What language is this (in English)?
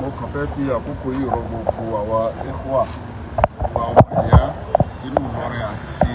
Yoruba